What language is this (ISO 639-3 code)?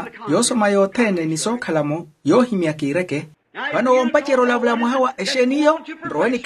vmw